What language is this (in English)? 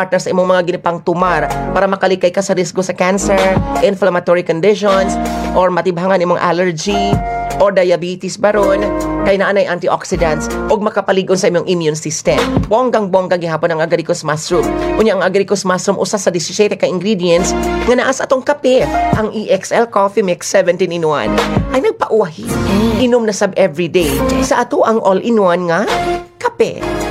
Cebuano